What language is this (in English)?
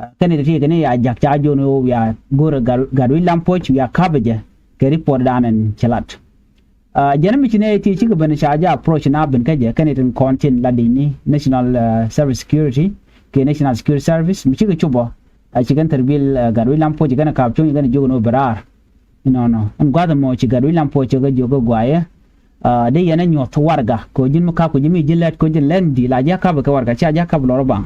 Nuer